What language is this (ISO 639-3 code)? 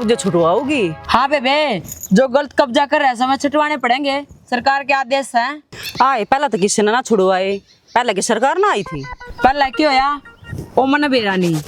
bgc